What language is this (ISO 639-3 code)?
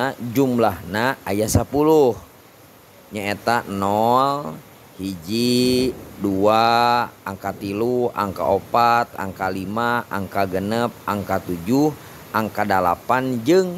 sun